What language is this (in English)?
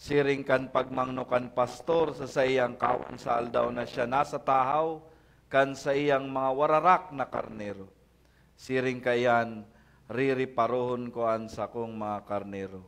Bikol